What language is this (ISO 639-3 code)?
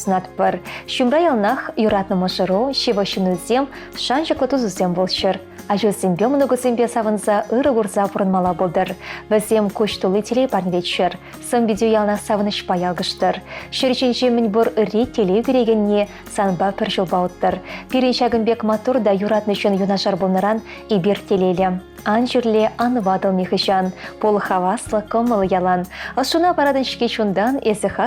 chv